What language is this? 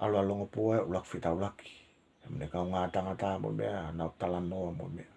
Tongan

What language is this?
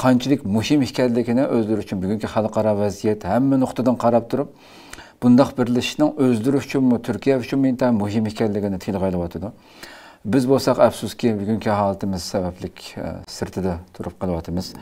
Uyghur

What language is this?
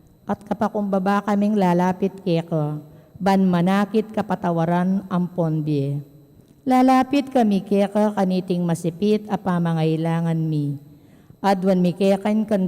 Pampanga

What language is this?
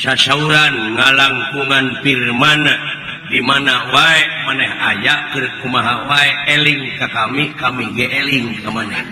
Sundanese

